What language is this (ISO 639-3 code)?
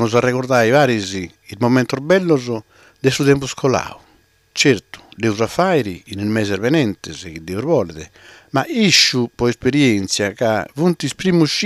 srd